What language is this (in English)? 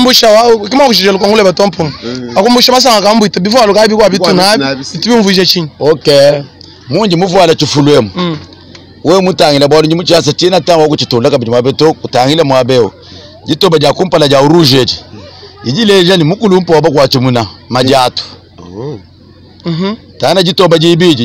Luba-Lulua